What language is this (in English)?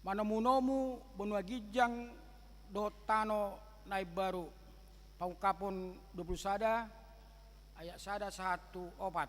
Batak Toba